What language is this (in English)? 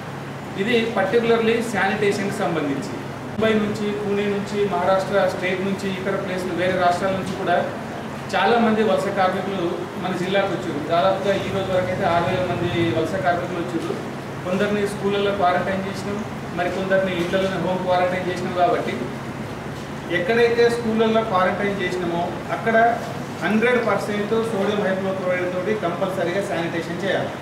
Telugu